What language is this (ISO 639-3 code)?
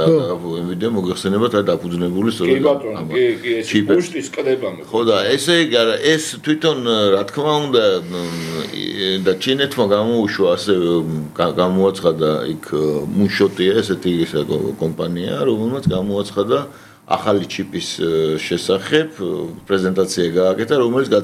kat